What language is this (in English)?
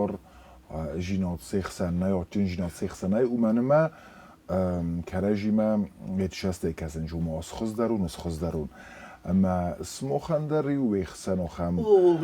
Ossetic